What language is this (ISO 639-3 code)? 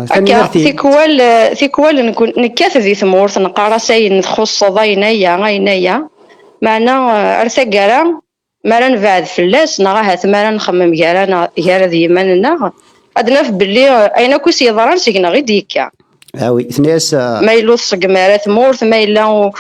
kab